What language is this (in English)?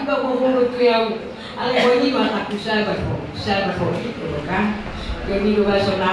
Batak Toba